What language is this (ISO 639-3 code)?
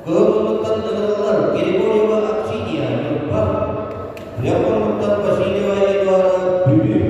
sah